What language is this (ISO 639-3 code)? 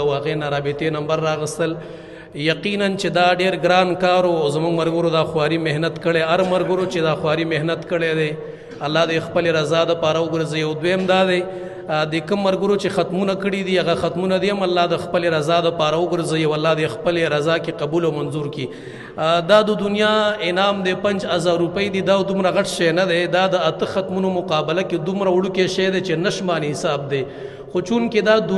pus